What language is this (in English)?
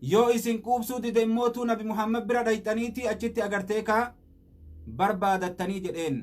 Oromo